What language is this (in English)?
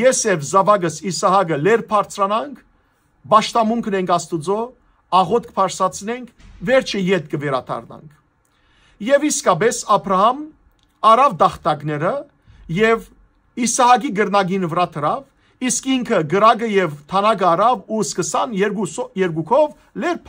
Western Armenian